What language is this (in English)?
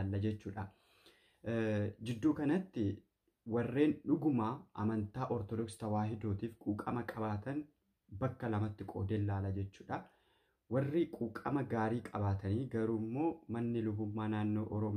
Oromo